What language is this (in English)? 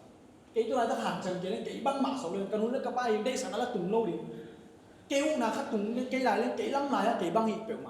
Tedim Chin